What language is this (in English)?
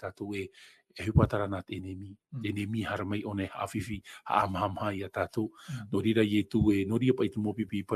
Tahitian